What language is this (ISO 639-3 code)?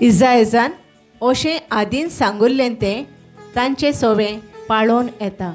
kok